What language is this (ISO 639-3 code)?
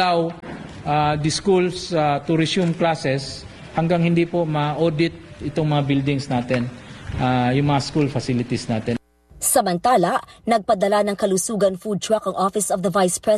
fil